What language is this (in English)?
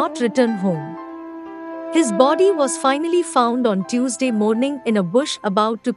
Kok Borok